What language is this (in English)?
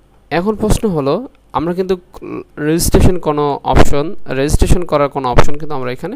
Bangla